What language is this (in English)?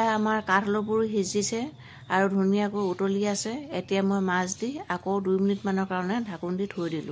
Assamese